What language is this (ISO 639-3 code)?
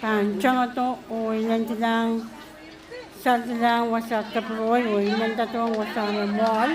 pon